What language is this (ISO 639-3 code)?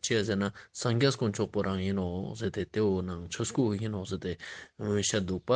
lbj